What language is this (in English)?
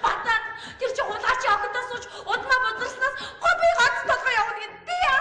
Mongolian